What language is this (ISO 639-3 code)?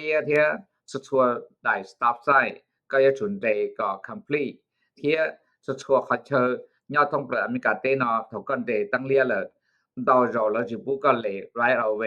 hmn